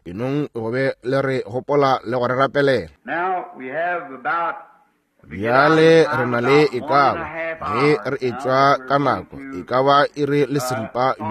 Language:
Northern Sotho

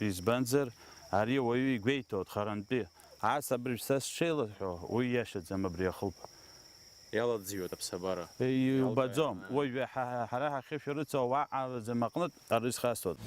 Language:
Abkhazian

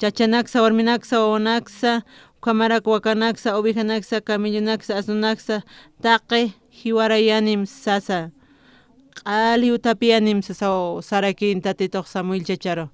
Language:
Aymara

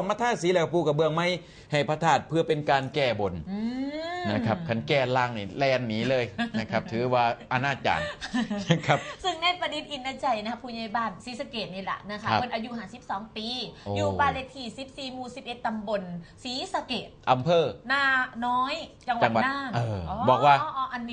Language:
Northeastern Thai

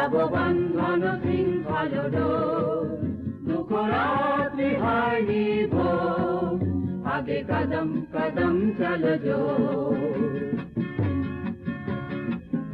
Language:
Bangla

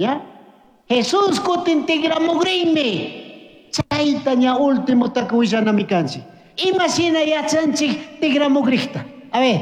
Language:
Chimborazo Highland Quichua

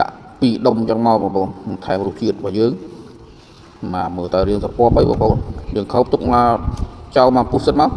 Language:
Khmer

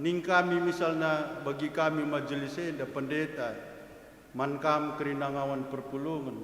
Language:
Batak Karo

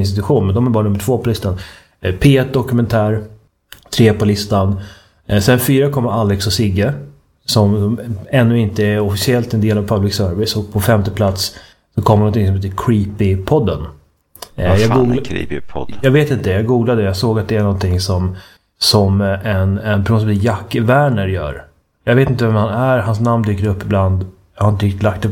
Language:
Swedish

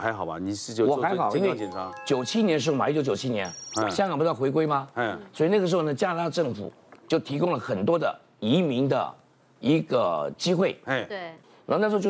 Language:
Chinese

